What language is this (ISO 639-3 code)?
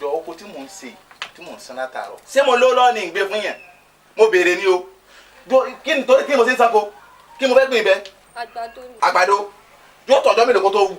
yor